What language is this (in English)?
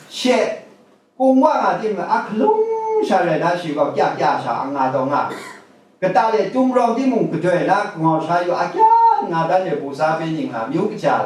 Kachin